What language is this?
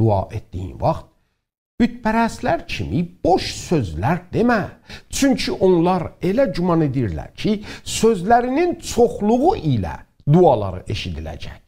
South Azerbaijani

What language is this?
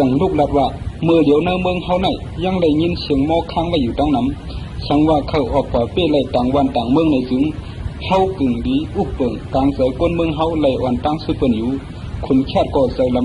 Shan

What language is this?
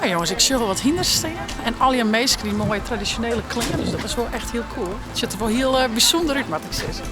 Western Frisian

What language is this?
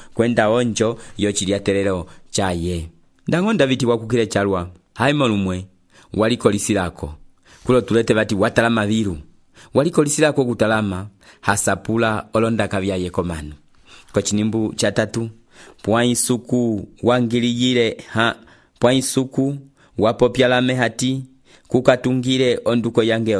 Umbundu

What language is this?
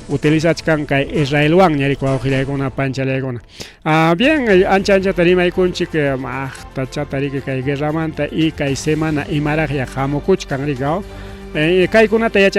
Ayacucho Quechua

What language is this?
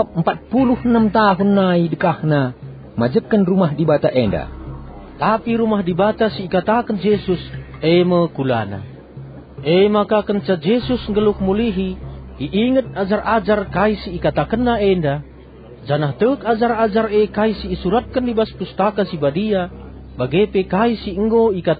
Batak Karo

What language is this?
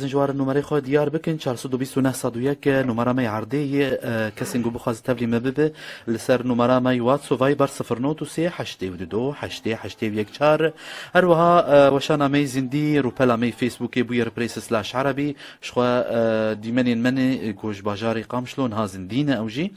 Kurdish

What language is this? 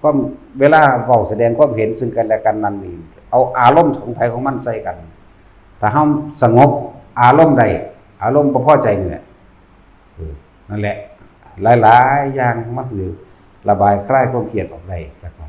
Lao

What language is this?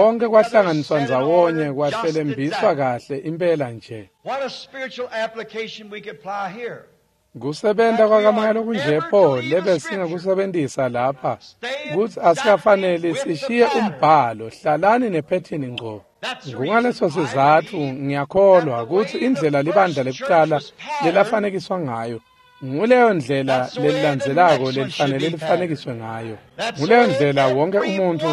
Swati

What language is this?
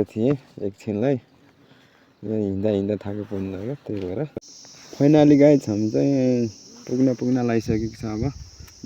Nepali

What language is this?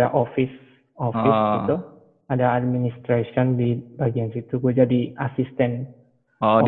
Indonesian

